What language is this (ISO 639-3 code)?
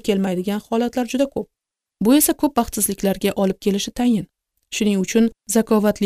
uzb